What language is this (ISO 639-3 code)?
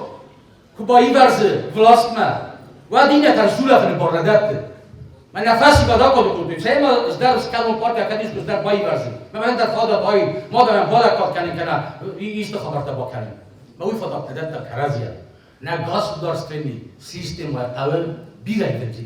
oss